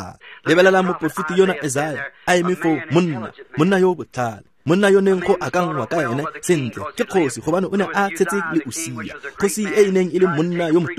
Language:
Tswana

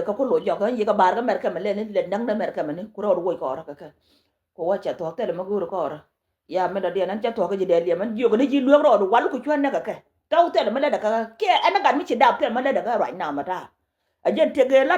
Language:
Nuer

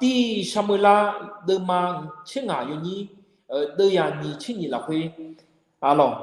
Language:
Akha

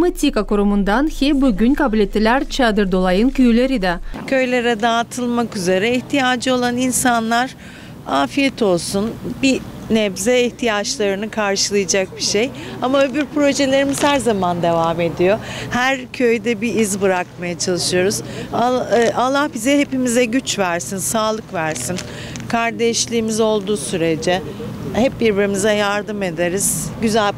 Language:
Gagauz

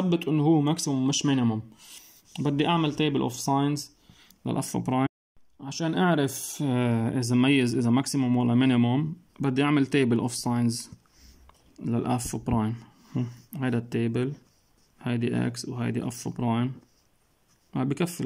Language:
North Levantine Arabic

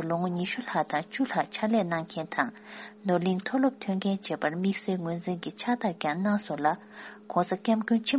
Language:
Tibetan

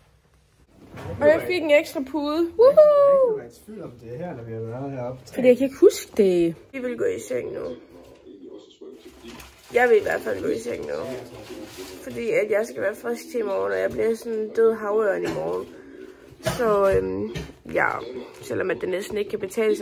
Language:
Danish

